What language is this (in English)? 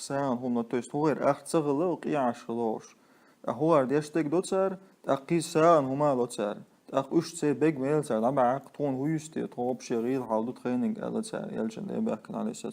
Chechen